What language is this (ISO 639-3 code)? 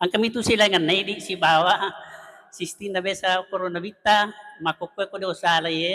bug